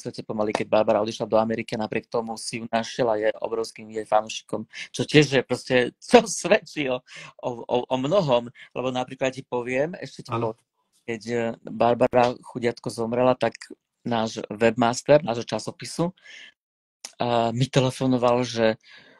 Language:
Slovak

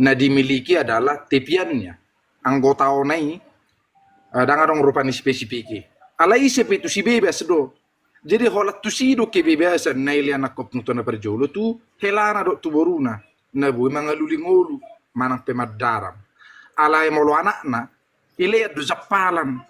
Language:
Batak Toba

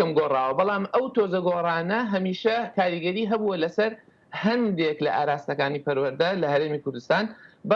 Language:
Central Kurdish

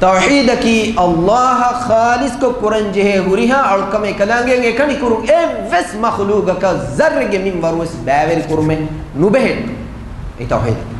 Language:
Divehi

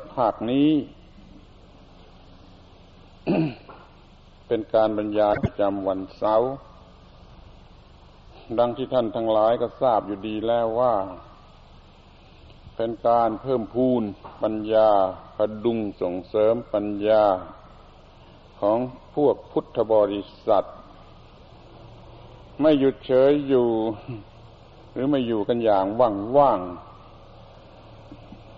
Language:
Thai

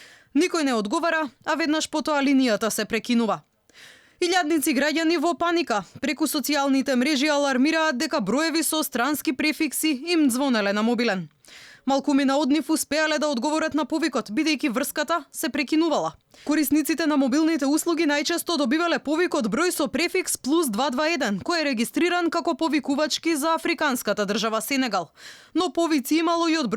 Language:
Macedonian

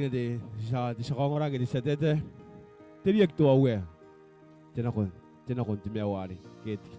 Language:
Gilbertese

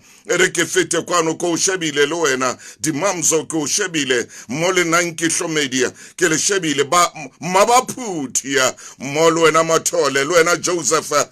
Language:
Southern Sotho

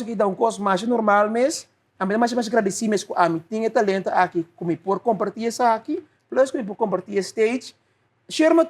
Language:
Papiamento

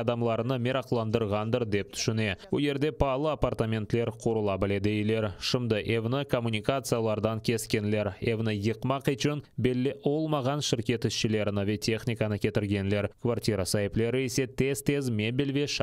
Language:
Crimean Tatar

